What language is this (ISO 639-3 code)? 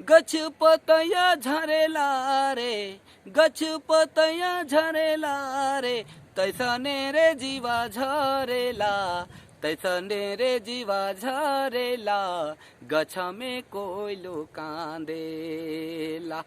sck